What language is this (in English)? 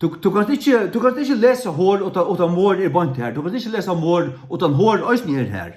Faroese